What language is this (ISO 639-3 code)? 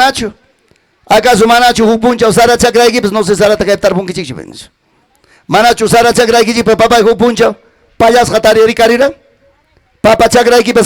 quy